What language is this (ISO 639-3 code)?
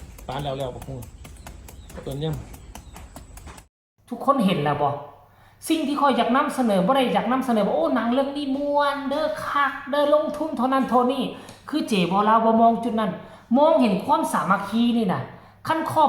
tts